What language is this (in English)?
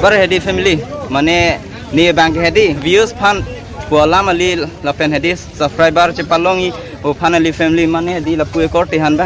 Karbi